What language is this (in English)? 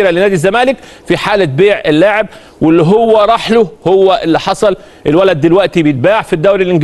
Egyptian Arabic